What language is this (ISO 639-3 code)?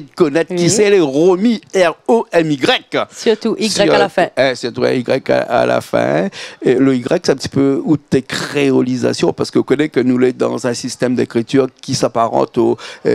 rcf